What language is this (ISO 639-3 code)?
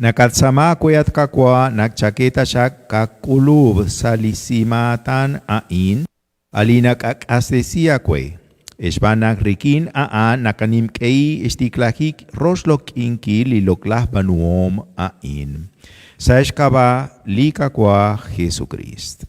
kek